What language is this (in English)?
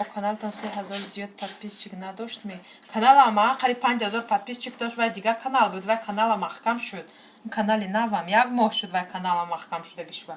Tajik